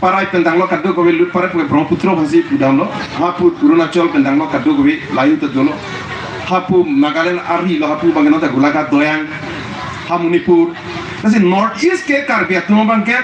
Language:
Karbi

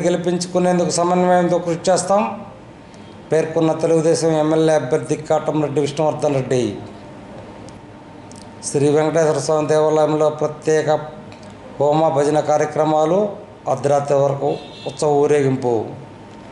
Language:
Telugu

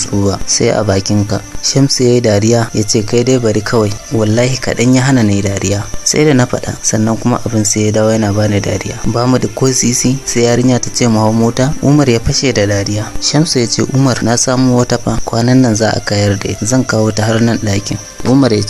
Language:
Hausa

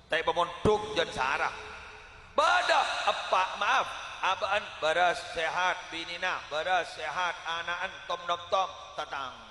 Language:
Madurese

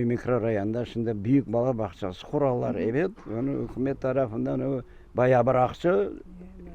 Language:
Crimean Tatar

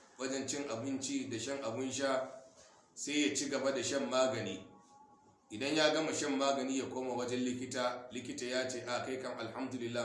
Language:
Hausa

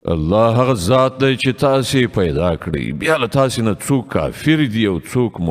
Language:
Pashto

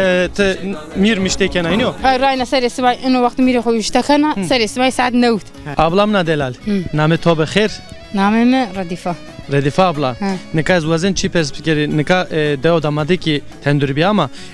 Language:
Zaza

